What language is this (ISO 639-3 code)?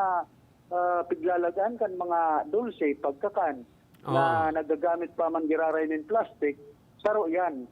bik